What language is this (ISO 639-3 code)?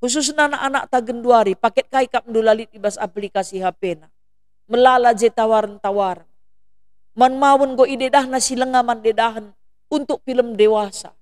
btx